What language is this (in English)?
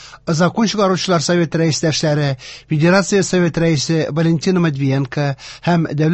Tatar